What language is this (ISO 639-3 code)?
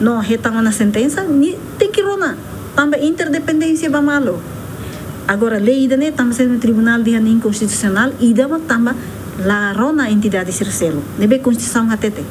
tet